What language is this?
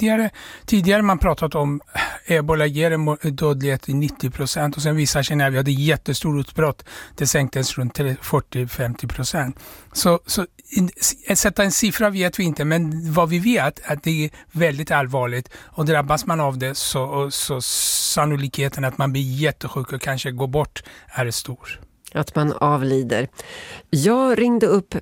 Swedish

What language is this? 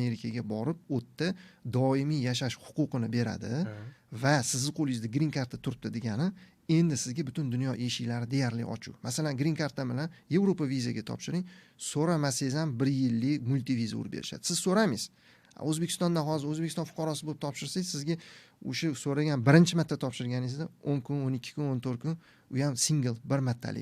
Uzbek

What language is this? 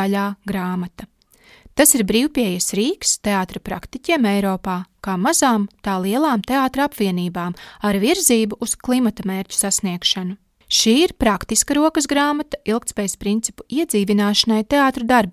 Latvian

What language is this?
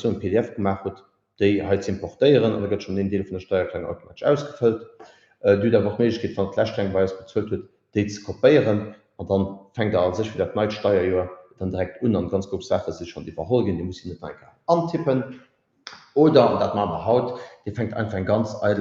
Luxembourgish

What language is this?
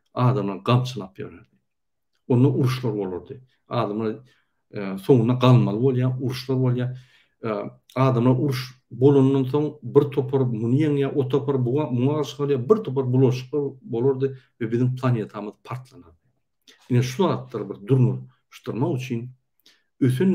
Turkmen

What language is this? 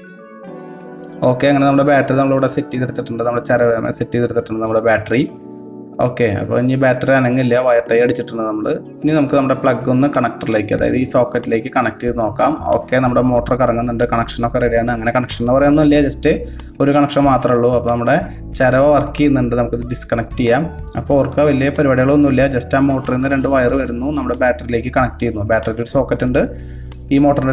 Malayalam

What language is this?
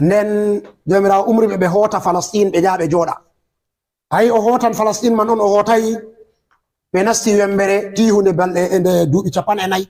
Fula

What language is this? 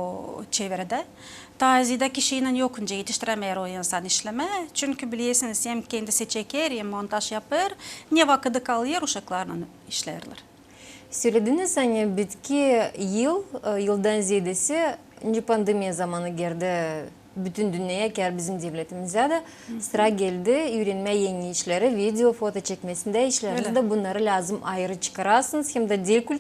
Gagauz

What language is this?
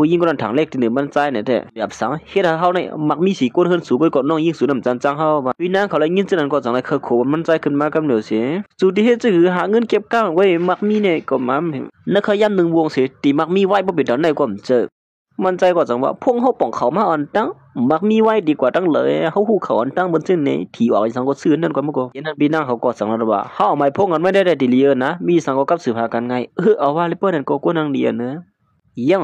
Shan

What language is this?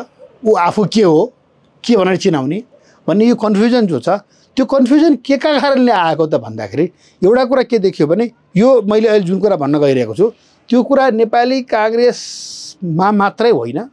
Nepali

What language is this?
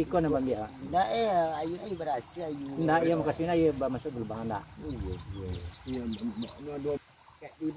Minangkabau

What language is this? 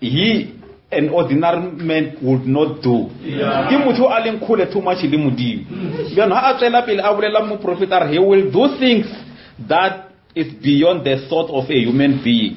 Northern Sotho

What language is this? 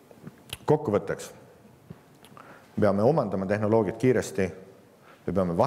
Estonian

